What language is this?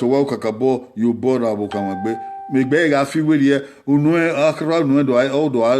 Bini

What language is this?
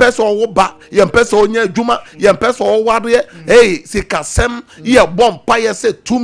Akan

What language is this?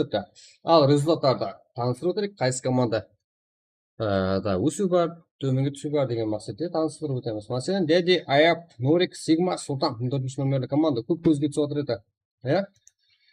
Kara-Kalpak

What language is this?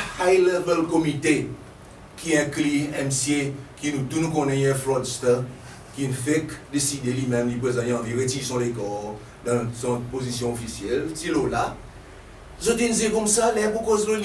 Seselwa Creole French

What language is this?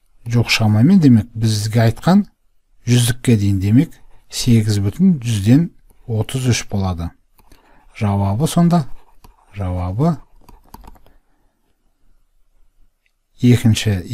Kazakh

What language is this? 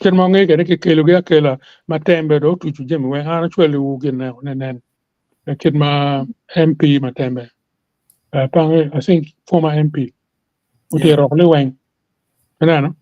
Acoli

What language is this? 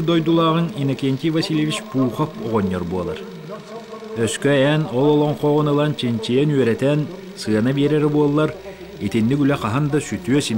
Yakut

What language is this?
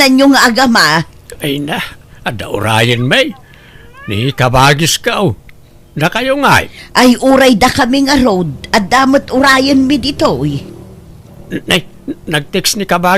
Iloko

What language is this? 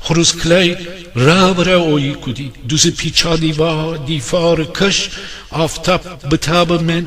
Gilaki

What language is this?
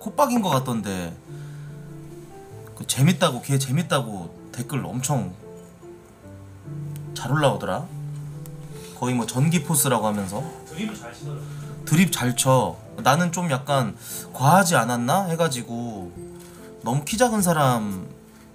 Korean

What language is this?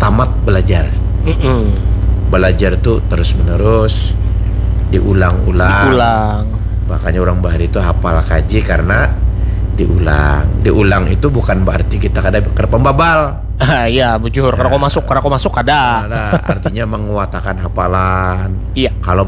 Banjar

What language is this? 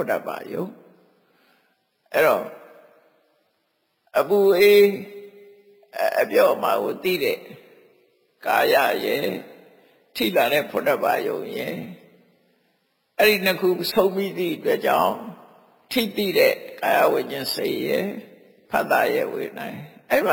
Burmese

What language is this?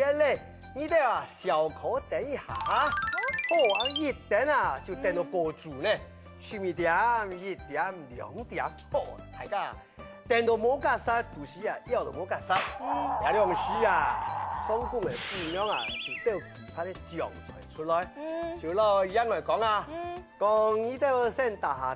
Hakka Chinese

